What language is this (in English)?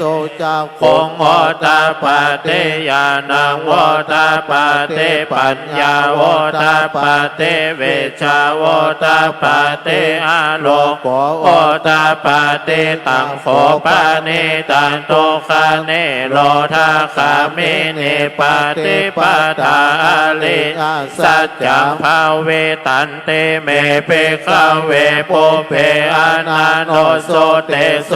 Pali